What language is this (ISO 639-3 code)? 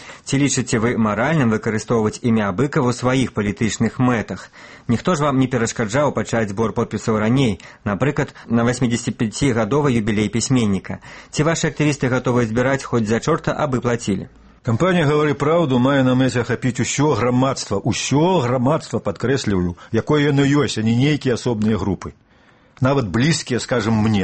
bel